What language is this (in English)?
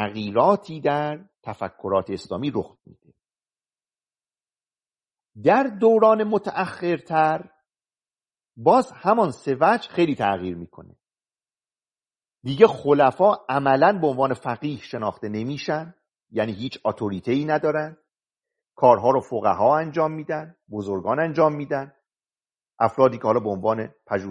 Persian